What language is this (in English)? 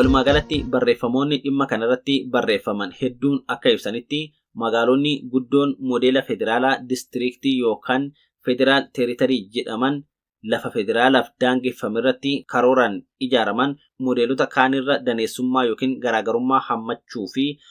Oromo